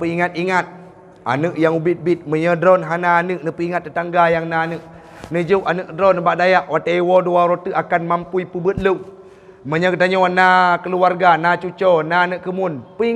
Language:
Achinese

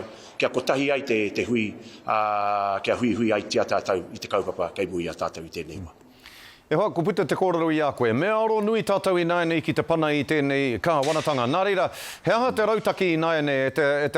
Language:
Māori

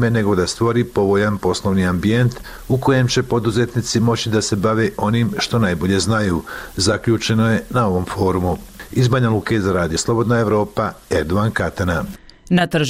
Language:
Bosnian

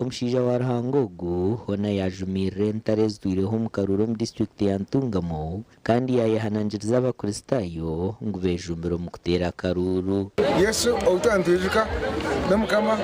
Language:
Nyankole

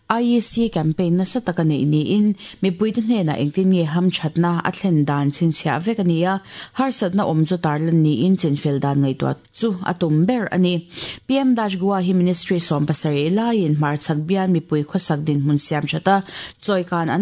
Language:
Mizo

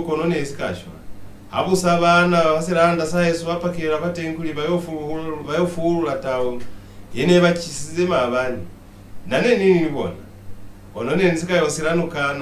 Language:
Lozi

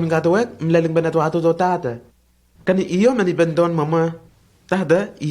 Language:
Lenakel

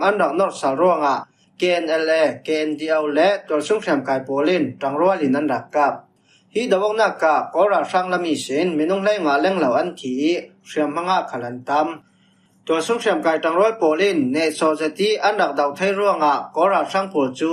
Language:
Falam Chin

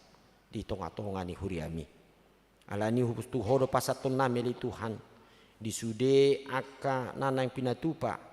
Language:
Batak Toba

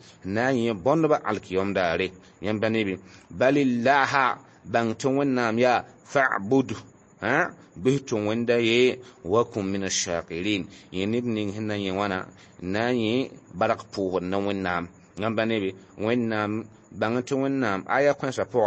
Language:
Mossi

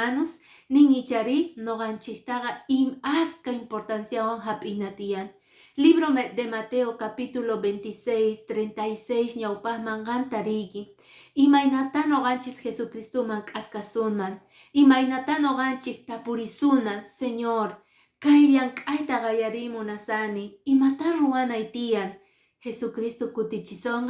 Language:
Quechua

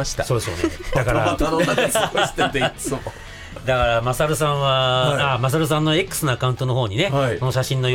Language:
Japanese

